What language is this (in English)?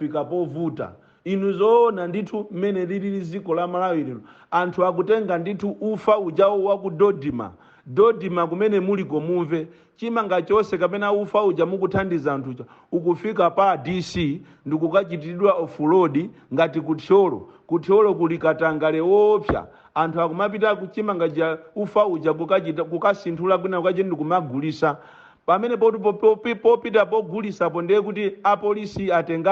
Nyanja